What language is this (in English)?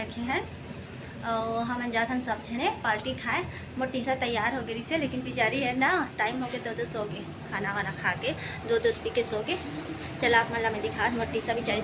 Chhattisgarhi